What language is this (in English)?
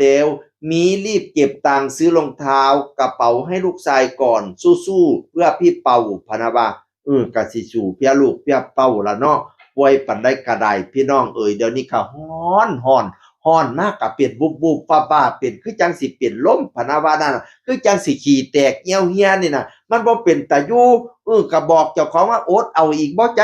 Northeastern Thai